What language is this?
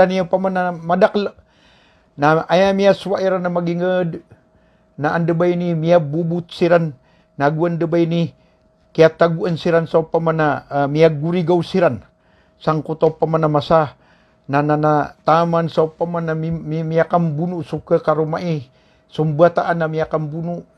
Maranao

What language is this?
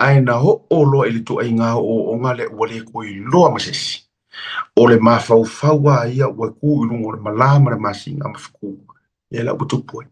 Samoan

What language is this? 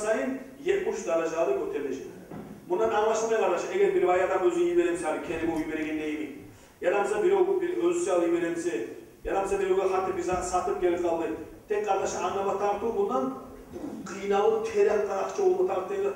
Kumyk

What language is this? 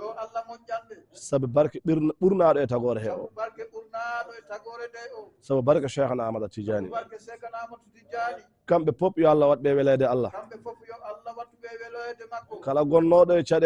Fula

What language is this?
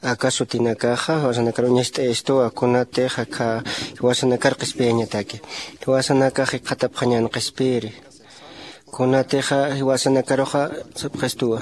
Aymara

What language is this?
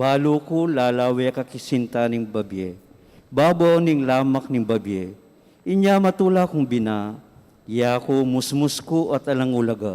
Pampanga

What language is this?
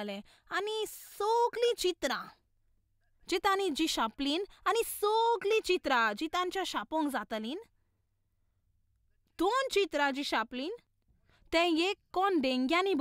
Konkani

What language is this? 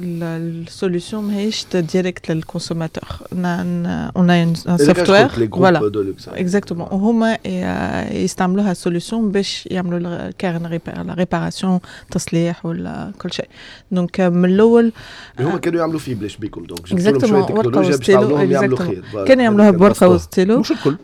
Tunisian Arabic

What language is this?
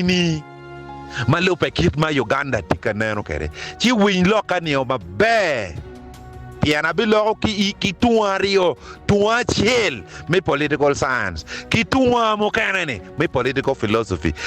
Acoli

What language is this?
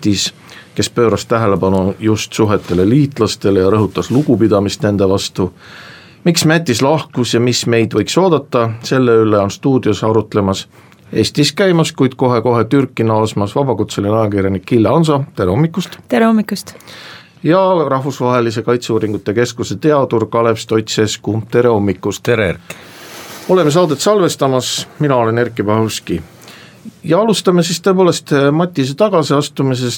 Estonian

